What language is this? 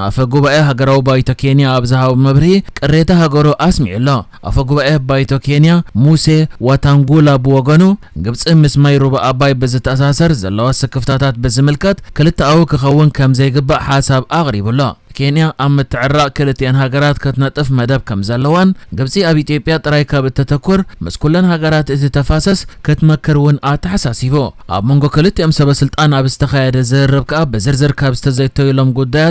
Tigrinya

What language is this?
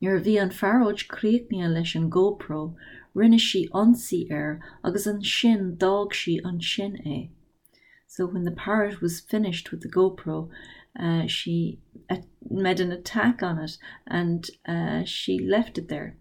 Irish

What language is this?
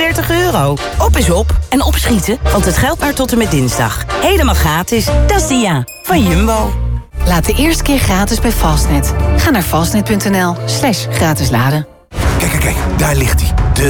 Dutch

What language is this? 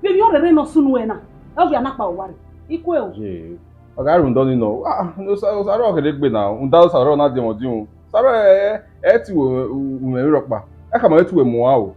Bini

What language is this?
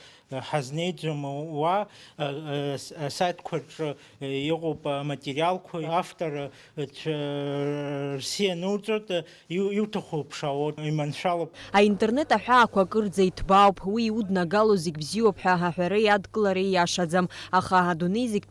Abkhazian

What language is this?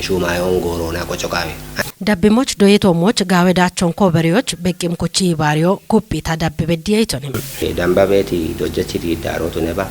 Kafa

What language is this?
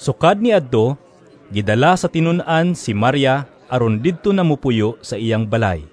Cebuano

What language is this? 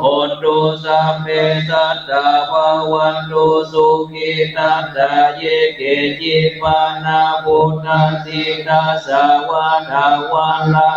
Pali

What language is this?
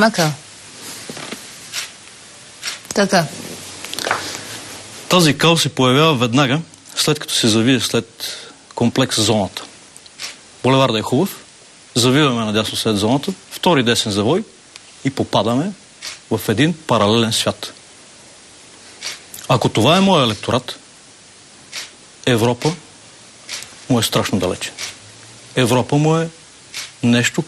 Bulgarian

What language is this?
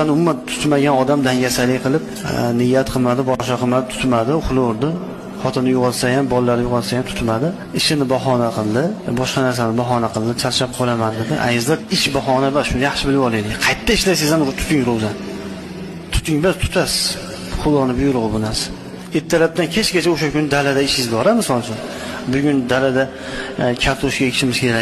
Uzbek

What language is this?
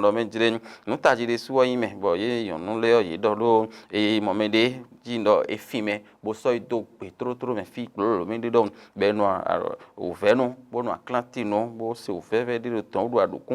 Fon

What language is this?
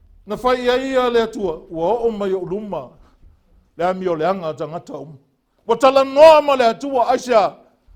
Samoan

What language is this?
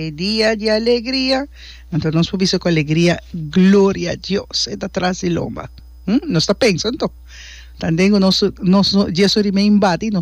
Papiamento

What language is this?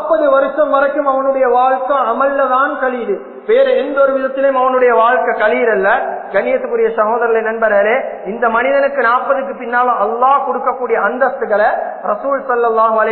Tamil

